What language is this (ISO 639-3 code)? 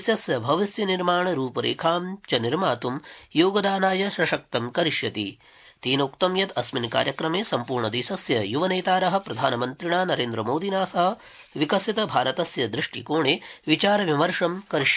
san